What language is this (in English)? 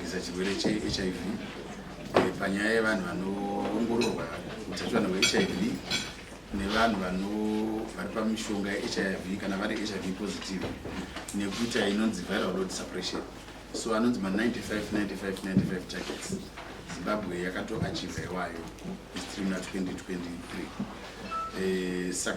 Shona